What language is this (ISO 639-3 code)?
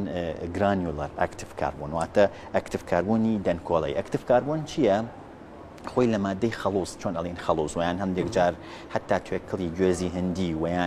ckb